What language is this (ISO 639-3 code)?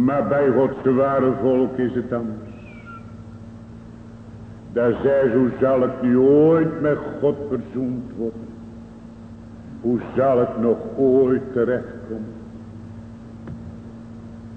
nld